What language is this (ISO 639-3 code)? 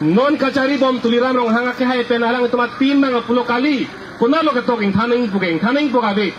mjw